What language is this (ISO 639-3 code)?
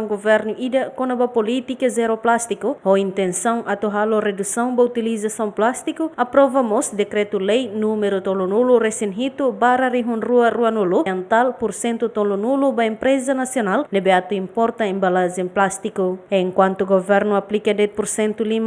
tet